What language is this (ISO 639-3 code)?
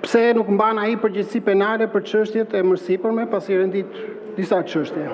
sqi